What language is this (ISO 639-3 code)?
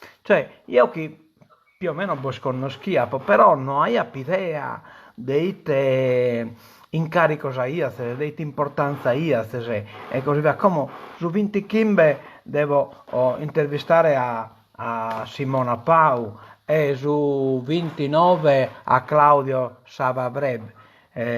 srd